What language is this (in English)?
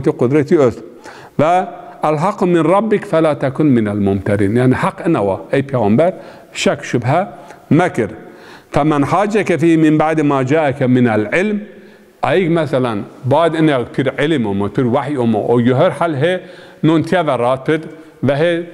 Zaza